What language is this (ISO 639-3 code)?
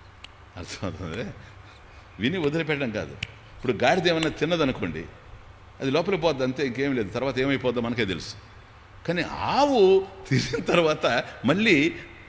tel